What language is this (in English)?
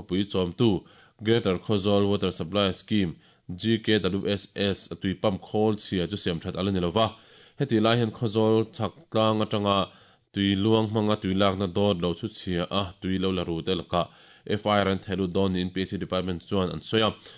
Mizo